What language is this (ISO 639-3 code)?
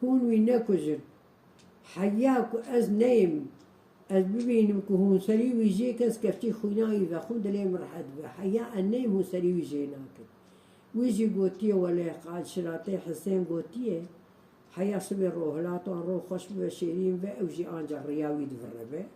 kur